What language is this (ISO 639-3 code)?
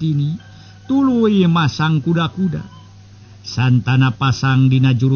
sun